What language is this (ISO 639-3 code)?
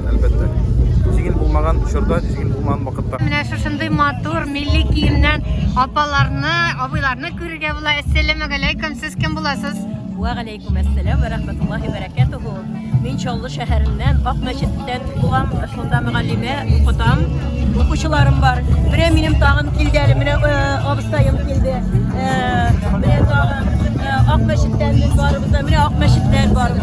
tat